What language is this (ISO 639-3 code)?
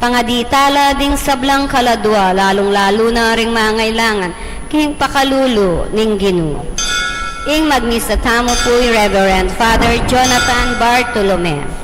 pam